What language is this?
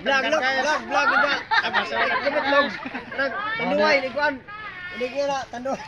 Cebuano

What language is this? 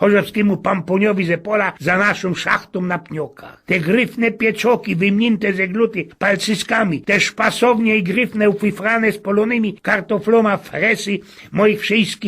Silesian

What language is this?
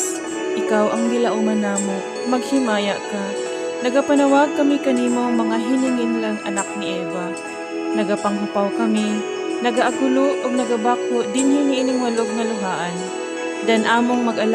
Cebuano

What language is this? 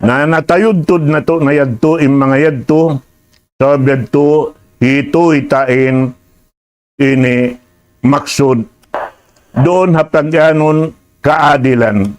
Tausug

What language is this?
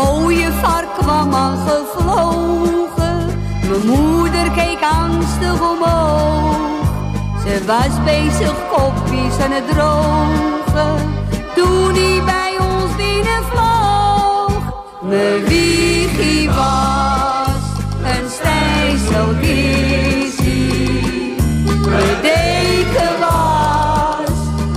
Dutch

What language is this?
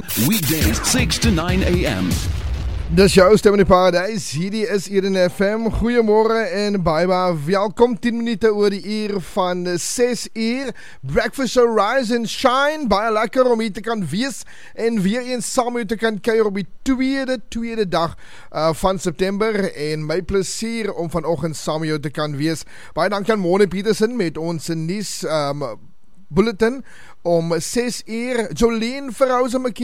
Afrikaans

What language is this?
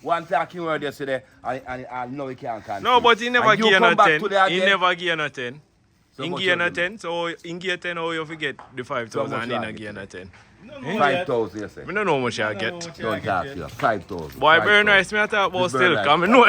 Jamaican Creole English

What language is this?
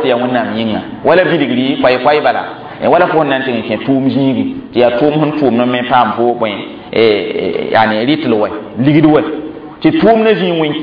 Mossi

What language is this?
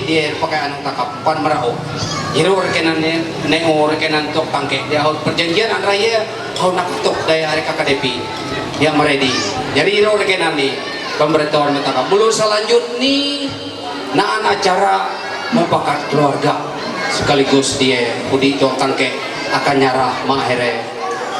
Ma'anyan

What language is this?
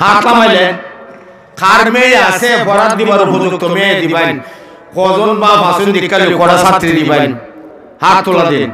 Sylheti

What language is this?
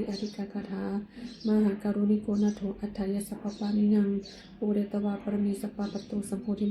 Pali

